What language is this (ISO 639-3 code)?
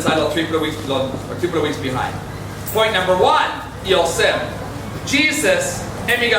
tpi